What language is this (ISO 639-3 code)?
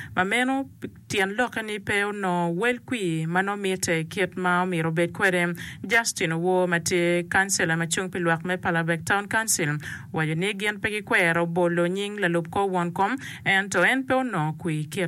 ach